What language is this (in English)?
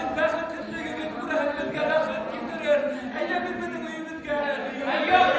Bashkir